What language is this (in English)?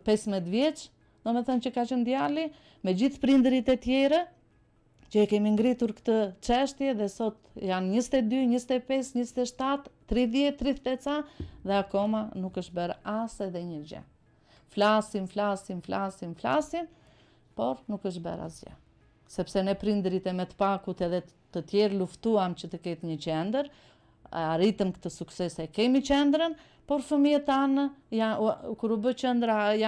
Albanian